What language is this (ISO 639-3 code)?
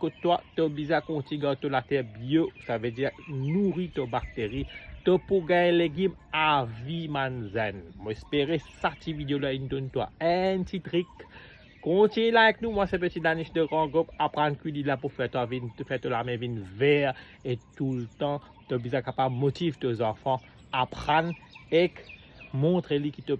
mfe